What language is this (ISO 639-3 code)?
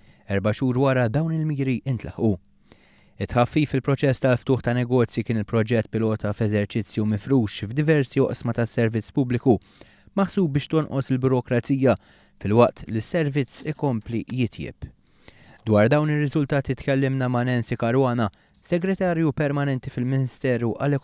mlt